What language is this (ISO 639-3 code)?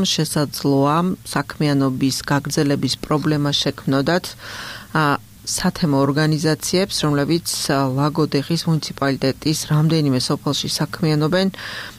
kat